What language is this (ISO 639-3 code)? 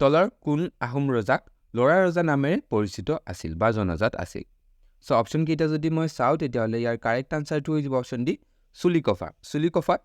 asm